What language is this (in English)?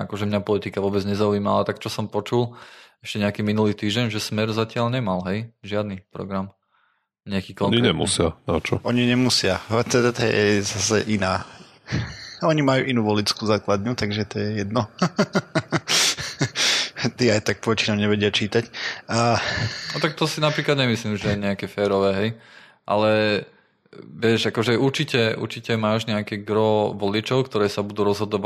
Slovak